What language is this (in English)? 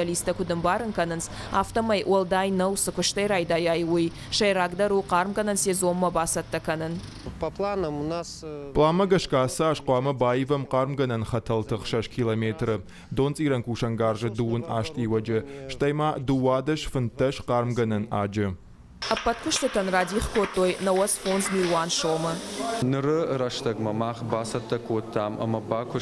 Ossetic